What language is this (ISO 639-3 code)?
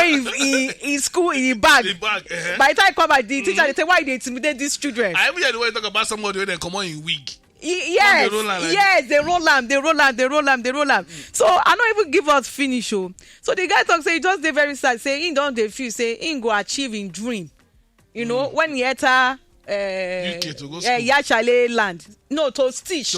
pcm